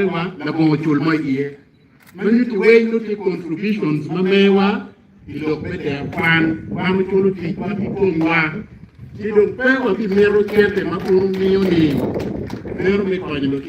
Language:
Acoli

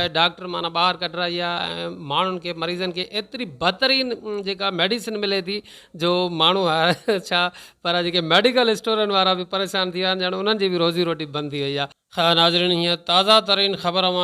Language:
Sindhi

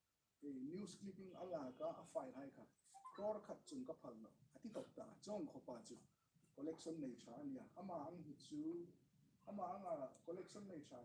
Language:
Hmar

